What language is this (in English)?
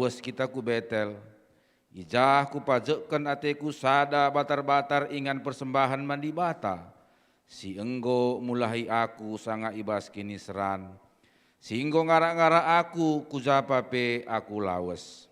Batak Karo